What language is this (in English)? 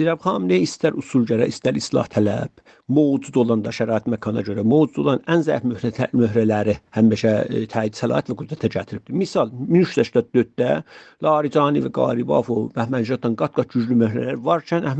South Azerbaijani